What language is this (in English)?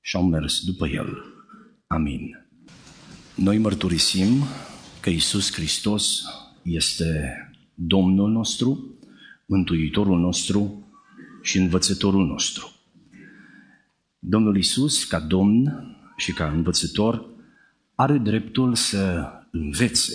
Romanian